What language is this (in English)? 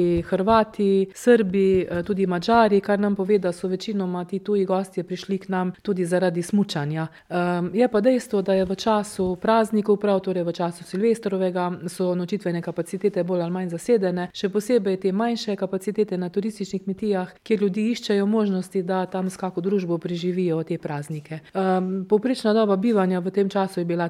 Slovenian